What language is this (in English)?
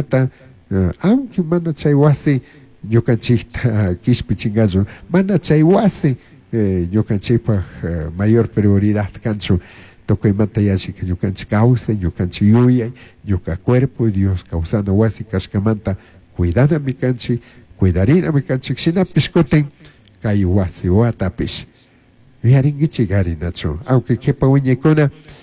Chimborazo Highland Quichua